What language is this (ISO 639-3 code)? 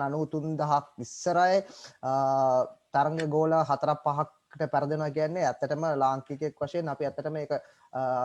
sin